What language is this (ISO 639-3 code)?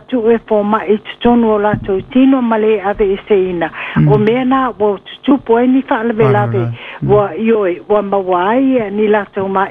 smo